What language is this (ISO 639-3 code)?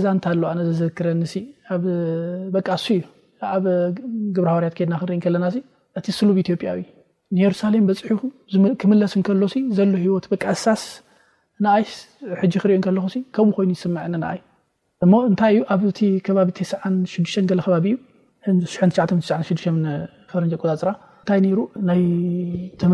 tir